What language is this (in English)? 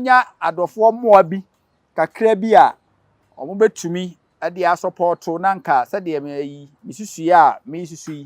Akan